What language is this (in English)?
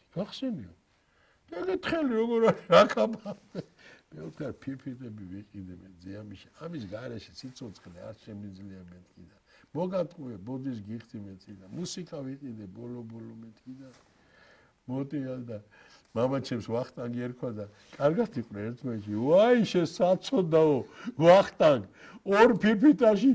Georgian